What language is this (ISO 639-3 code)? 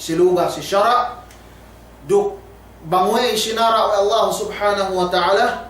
yka